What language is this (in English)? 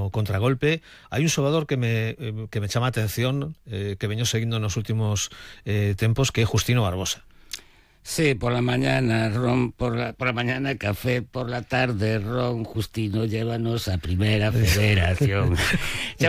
Galician